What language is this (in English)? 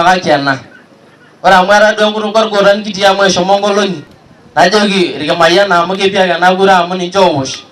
Masai